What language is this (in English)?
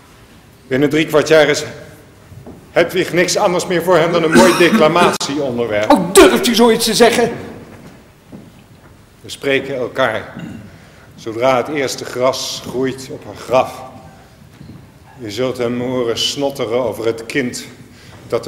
Dutch